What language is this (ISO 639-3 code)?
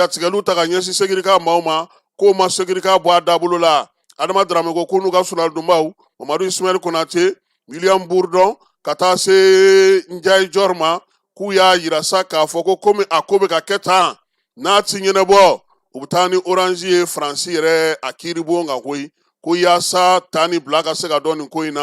bam